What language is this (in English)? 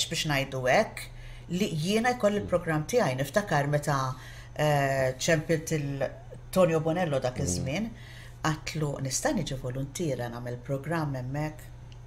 Maltese